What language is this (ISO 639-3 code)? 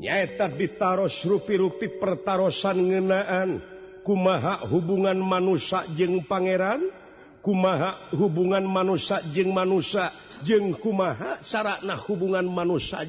sun